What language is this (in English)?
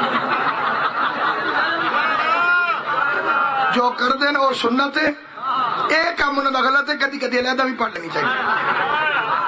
Urdu